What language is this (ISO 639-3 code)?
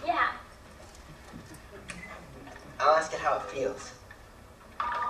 deu